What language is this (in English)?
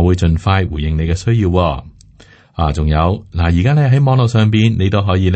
Cantonese